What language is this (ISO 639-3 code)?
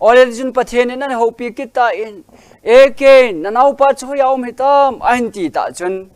tcz